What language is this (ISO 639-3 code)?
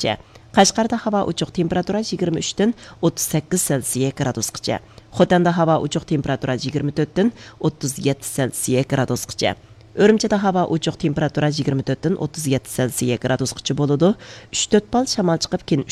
uig